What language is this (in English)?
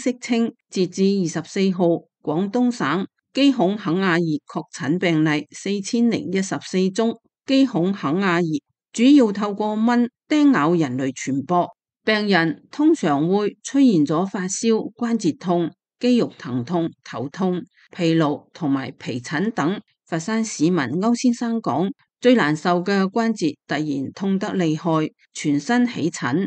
Cantonese